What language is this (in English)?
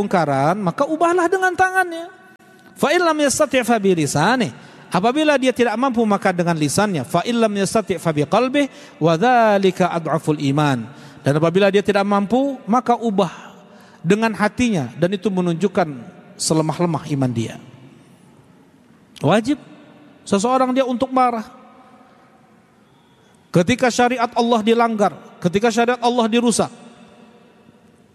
Indonesian